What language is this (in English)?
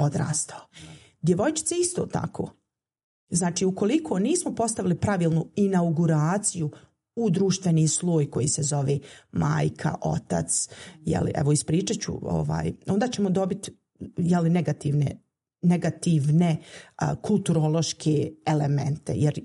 Bosnian